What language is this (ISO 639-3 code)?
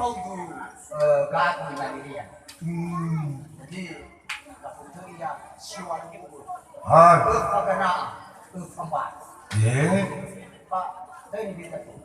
nia